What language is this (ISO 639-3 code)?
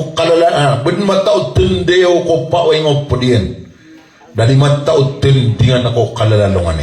mrw